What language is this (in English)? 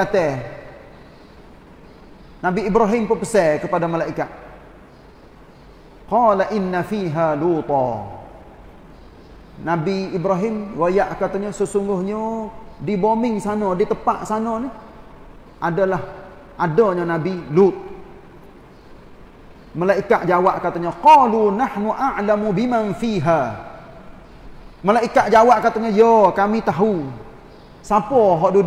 Malay